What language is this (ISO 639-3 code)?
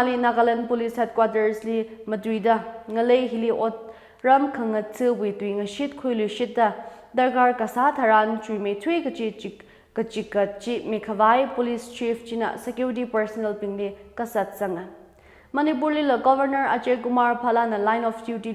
nmf